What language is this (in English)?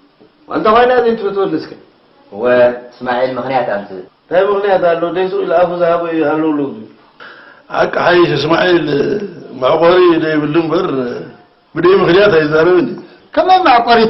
Tigrinya